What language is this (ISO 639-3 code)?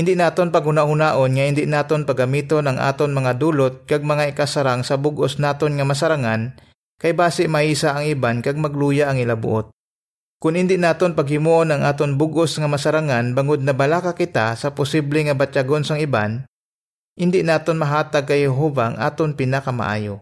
hil